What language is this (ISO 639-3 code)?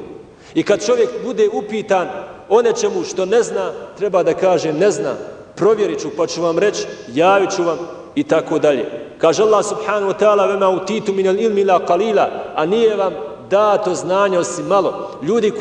bos